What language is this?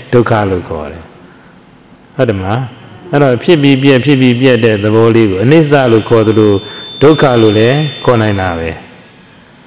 Burmese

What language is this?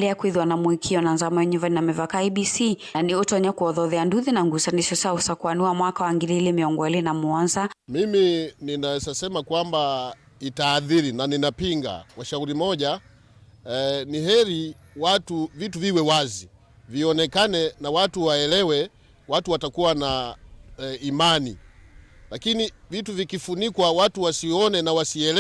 Kamba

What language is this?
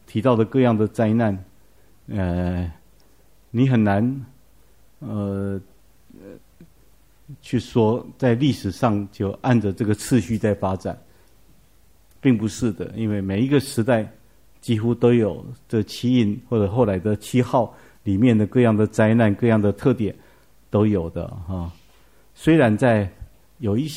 Chinese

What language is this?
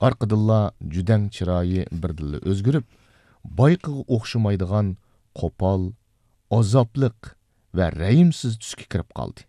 Uyghur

